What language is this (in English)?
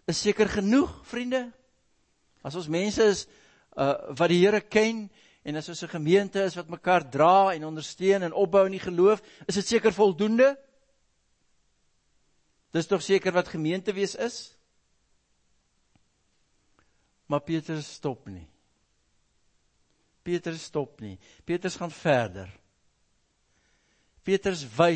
Afrikaans